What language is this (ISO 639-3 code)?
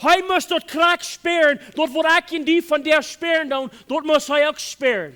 pdt